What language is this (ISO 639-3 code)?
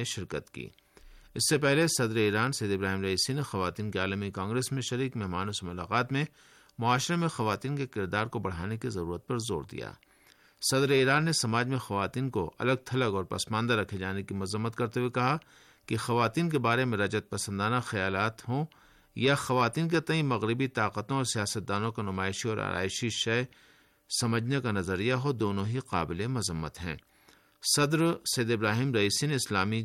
urd